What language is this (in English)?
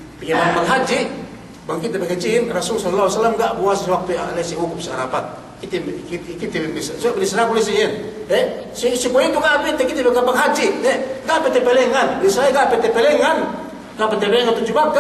Yakan